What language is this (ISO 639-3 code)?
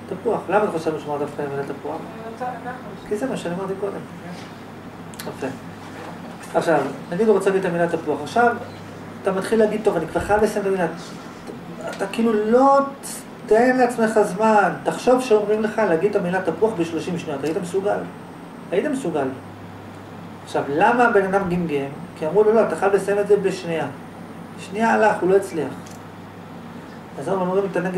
heb